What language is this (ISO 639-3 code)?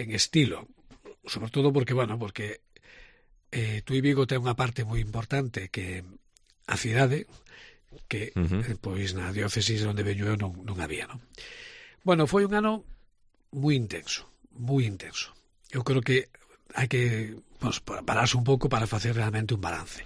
glg